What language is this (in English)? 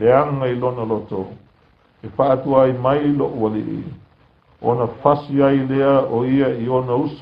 Samoan